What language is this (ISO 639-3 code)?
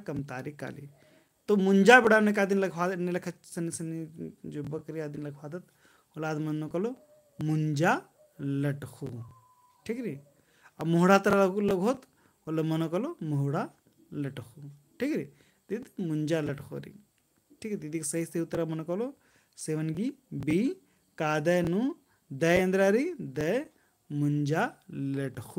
kru